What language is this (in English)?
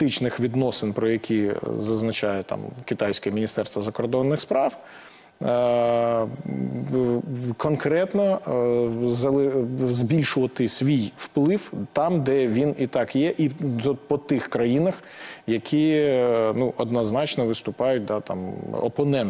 Ukrainian